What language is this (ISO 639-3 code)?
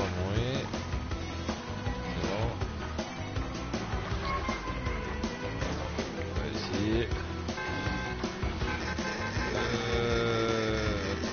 fra